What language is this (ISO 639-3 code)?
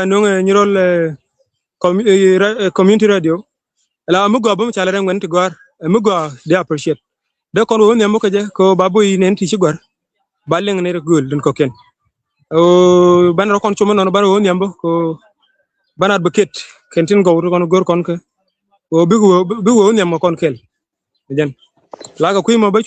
nus